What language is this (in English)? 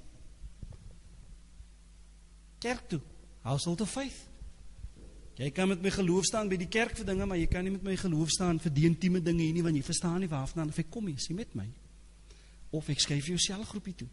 Afrikaans